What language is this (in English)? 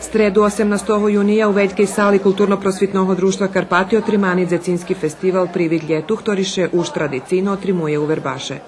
Rusyn